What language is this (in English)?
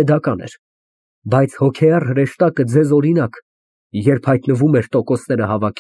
Armenian